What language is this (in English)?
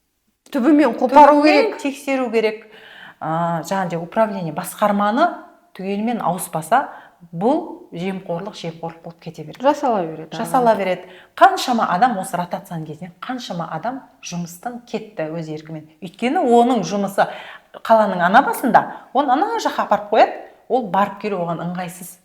Kazakh